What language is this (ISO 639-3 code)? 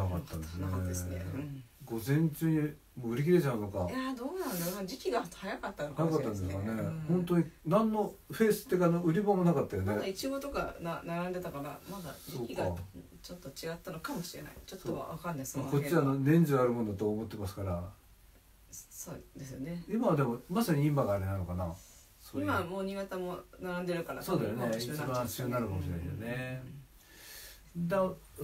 jpn